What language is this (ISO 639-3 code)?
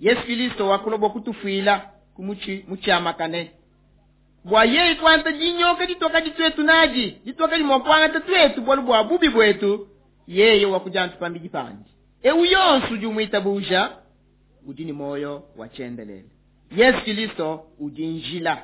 lua